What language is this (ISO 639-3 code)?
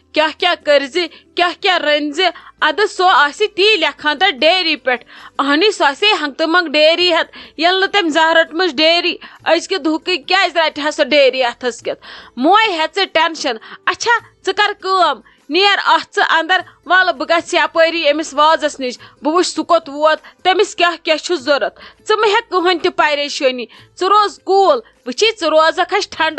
kas